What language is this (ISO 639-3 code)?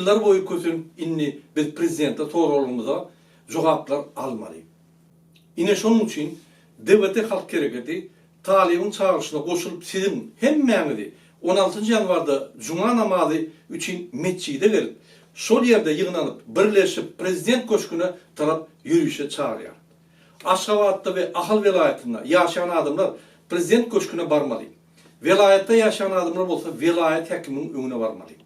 tuk